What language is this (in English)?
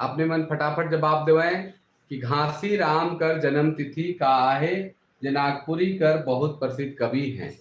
Sadri